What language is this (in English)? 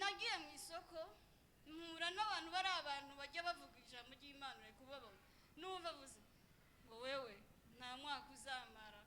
Rundi